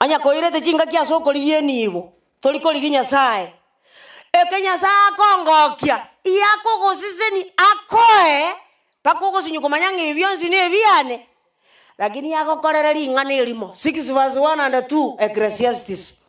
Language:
Gusii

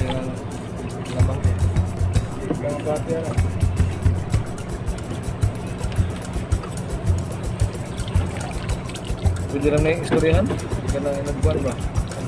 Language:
Filipino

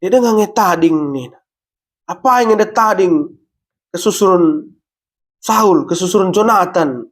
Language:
Batak Karo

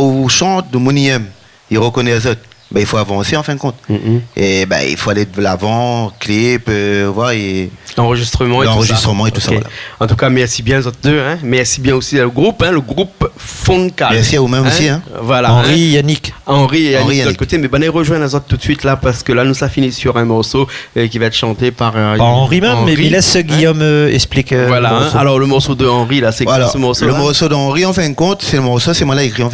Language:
Réunion Creole French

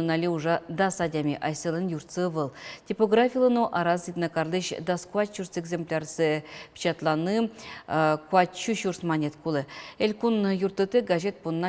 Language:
Udmurt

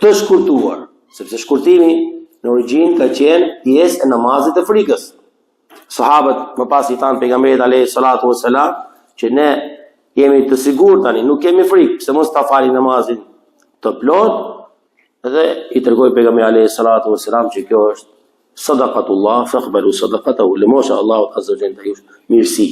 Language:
Albanian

